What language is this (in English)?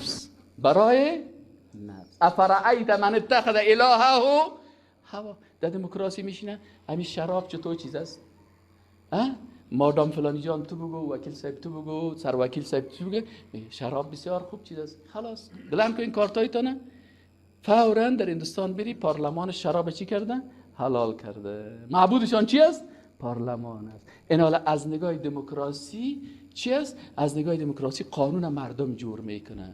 Persian